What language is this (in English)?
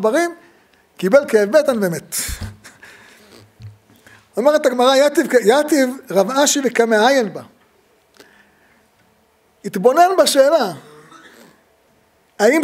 Hebrew